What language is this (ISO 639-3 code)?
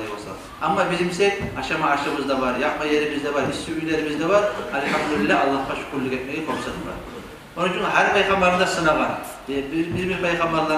kum